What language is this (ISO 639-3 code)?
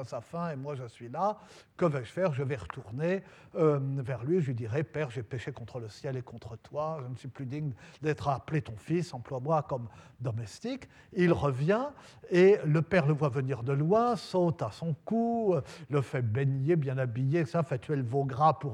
fra